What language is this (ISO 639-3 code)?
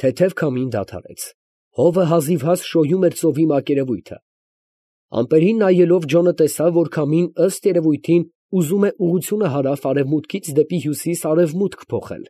hye